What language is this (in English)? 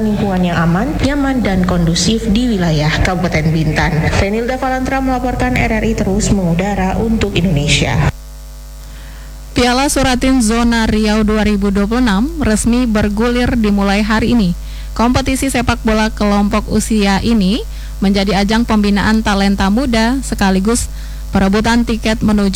Indonesian